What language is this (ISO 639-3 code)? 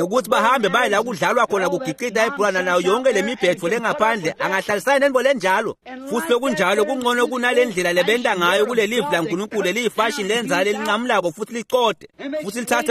ssw